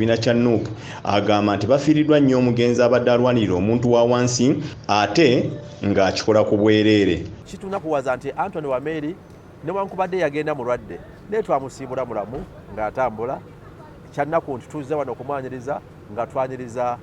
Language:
Ganda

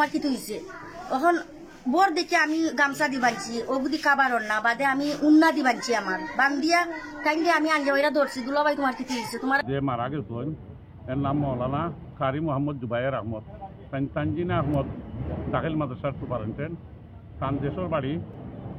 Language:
Sylheti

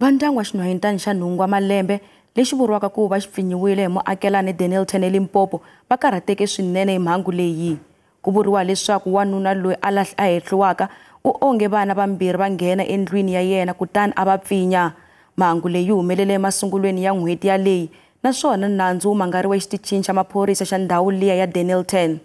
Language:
Tsonga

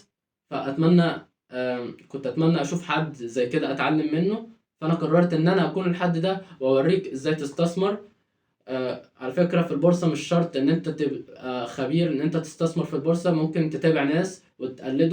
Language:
Egyptian Arabic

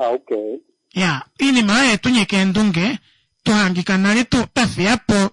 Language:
Kuanyama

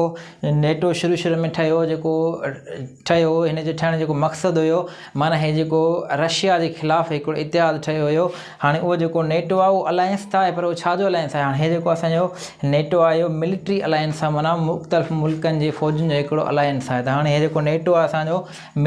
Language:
Sindhi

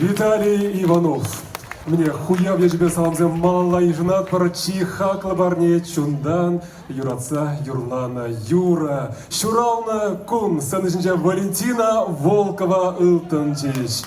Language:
Chuvash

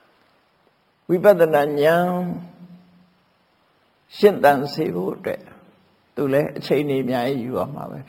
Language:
Burmese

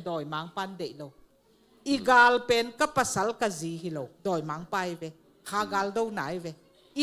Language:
Tedim Chin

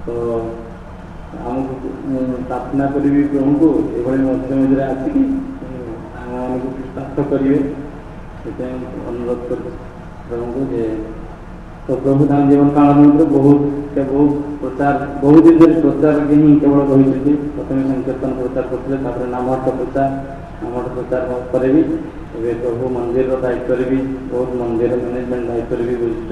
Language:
Odia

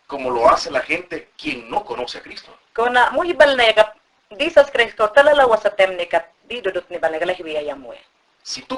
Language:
Mayangna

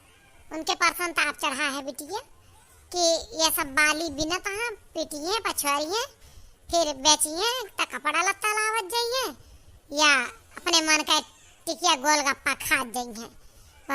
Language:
Awadhi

